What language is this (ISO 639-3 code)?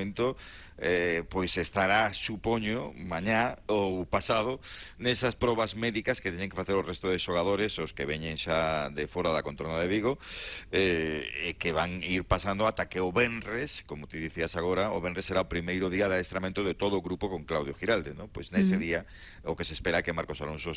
glg